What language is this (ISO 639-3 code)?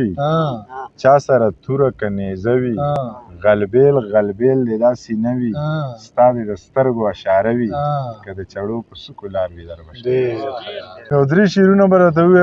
pus